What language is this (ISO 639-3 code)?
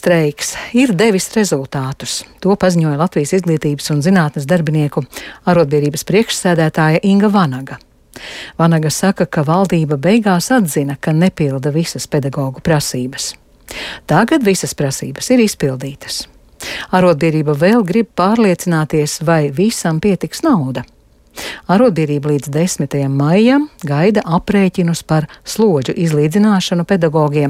lav